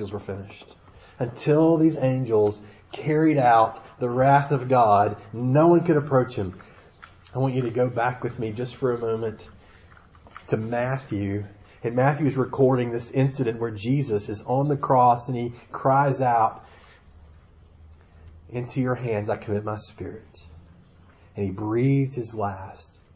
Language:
English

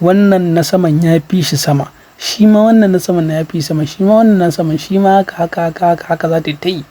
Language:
Hausa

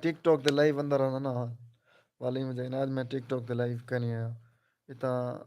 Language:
Saraiki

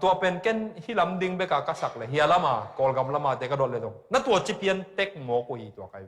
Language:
Tedim Chin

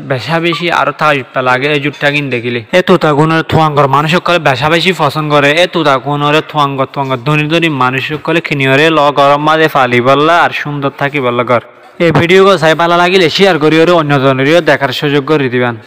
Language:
Rohingya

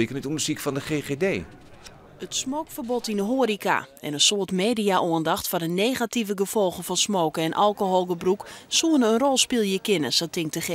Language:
Western Frisian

